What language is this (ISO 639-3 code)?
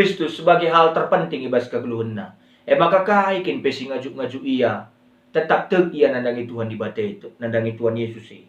btx